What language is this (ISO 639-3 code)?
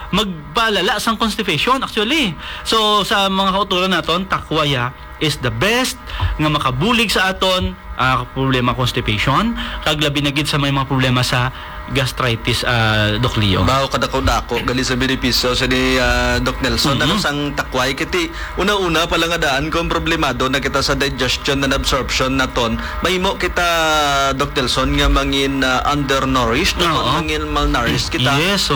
hil